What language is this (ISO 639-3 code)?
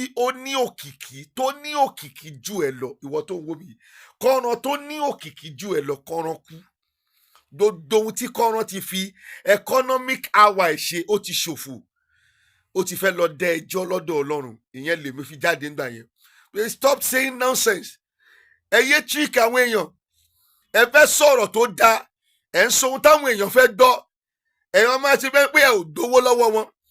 yor